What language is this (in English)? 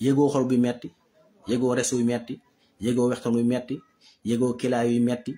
Wolof